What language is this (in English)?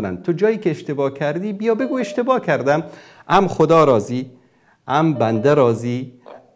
Persian